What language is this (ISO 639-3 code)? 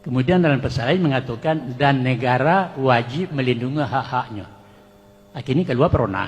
min